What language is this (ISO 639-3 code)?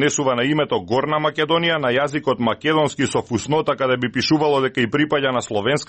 mkd